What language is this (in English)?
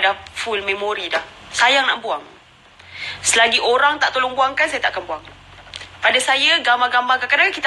Malay